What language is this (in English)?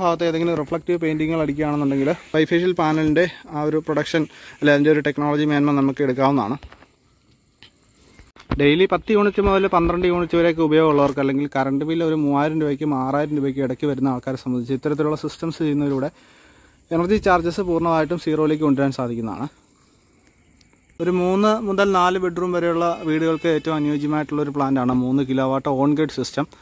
Malayalam